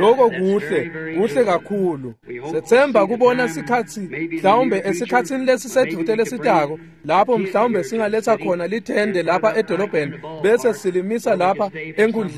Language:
Swati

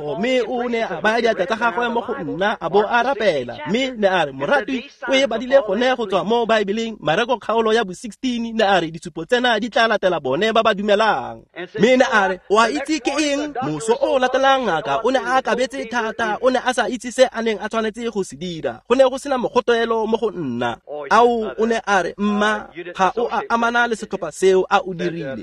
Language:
Tswana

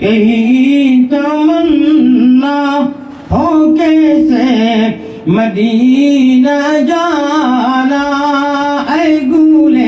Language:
Sylheti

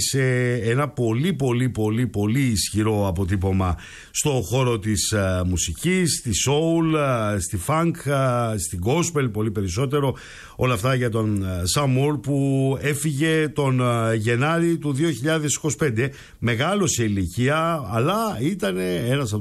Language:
Greek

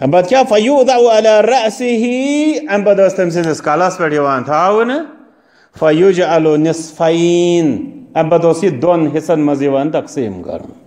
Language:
Kashmiri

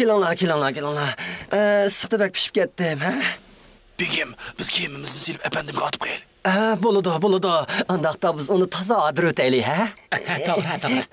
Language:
Uyghur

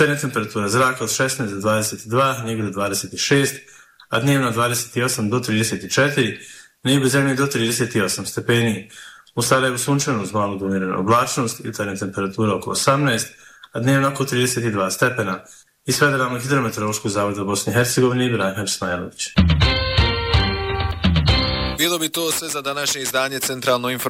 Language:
Bosnian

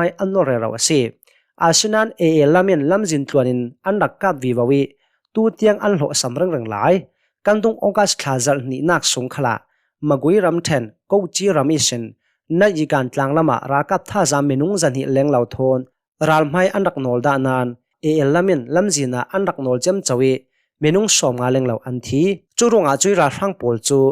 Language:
Hakha Chin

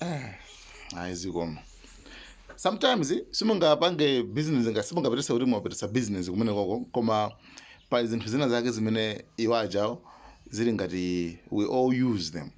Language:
Nyanja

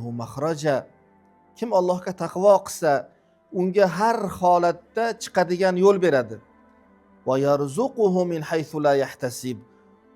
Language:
Uzbek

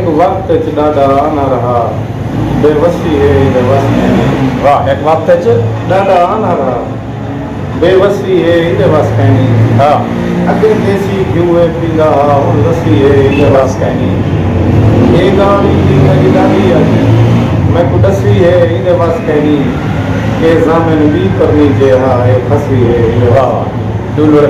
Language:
Saraiki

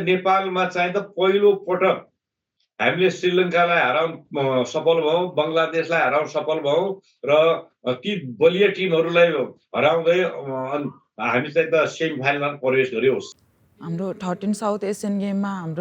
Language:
Nepali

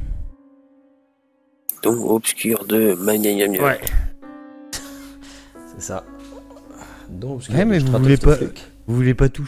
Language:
French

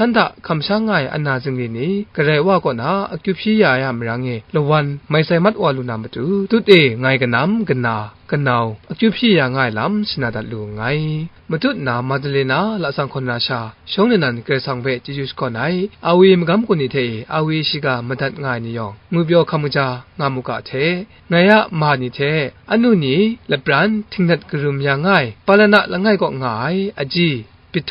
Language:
Kachin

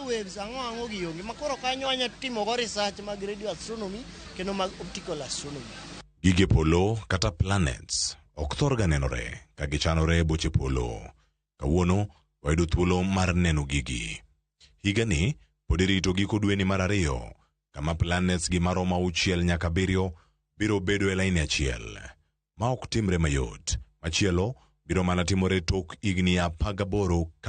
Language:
Luo (Kenya and Tanzania)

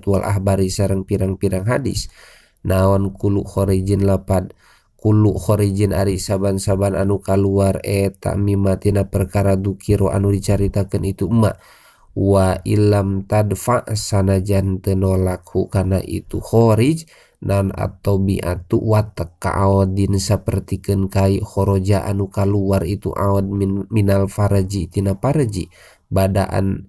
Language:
Sundanese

